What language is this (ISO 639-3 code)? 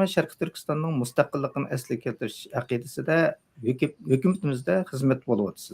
uig